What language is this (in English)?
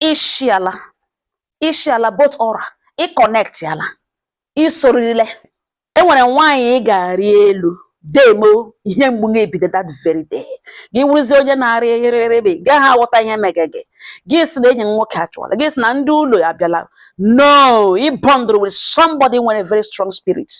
Igbo